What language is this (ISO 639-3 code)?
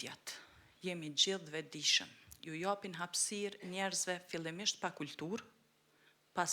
sqi